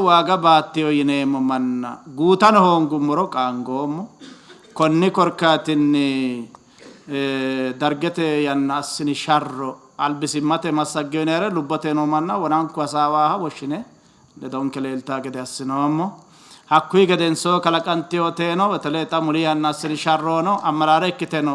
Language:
Sidamo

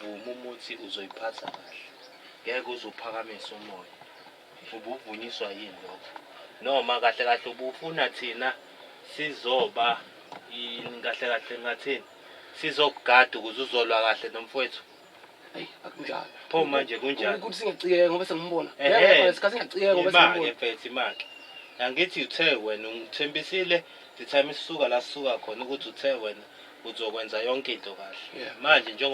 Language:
Zulu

